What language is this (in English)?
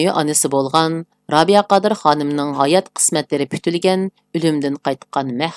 Uyghur